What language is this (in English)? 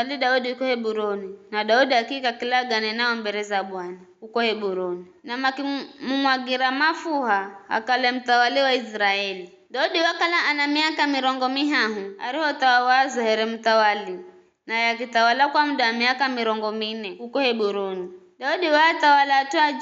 Giryama